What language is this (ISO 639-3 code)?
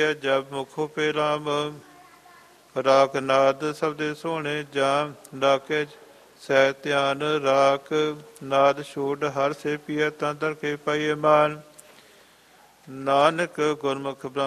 pan